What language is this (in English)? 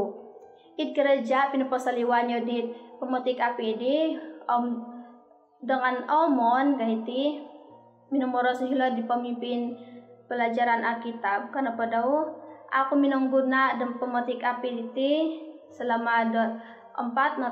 Central Dusun